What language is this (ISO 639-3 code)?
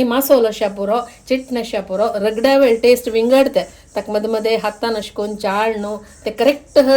kok